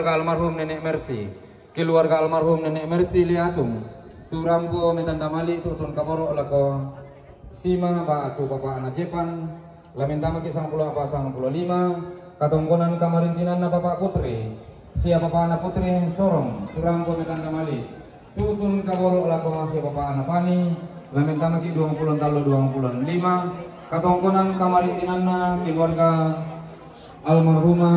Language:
Toraja-Sa'dan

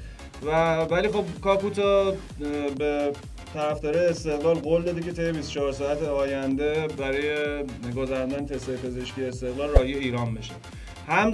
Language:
Persian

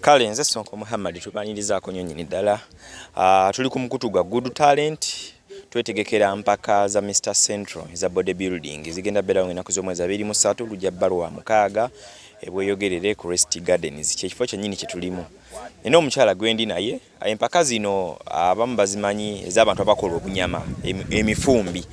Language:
Ganda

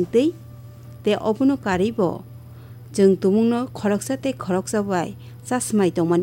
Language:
Kok Borok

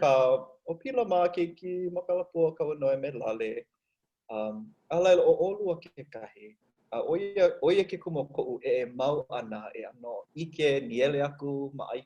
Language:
Hawaiian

